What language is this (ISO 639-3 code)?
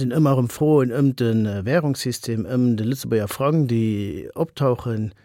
ltz